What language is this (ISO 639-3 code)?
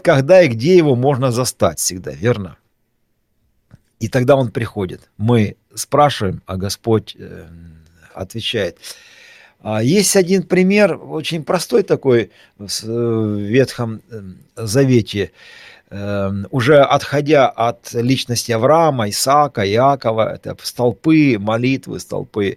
rus